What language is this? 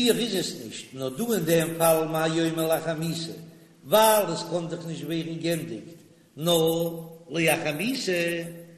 Yiddish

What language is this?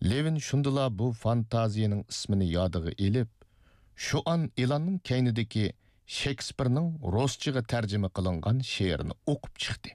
Uyghur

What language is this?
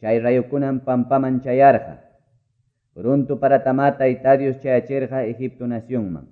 Quechua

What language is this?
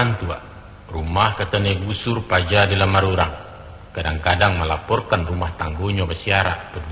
Minangkabau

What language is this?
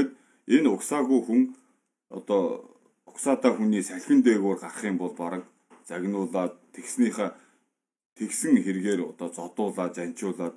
Mongolian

